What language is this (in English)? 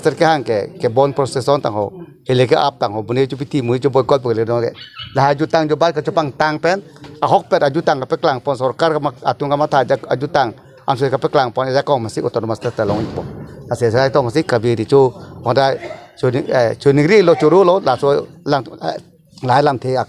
Karbi